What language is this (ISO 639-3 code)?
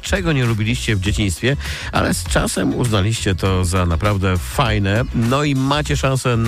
pol